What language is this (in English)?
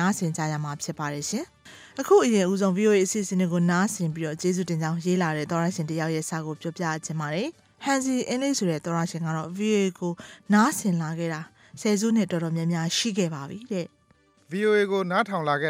Burmese